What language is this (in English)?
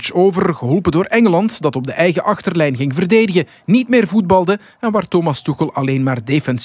Dutch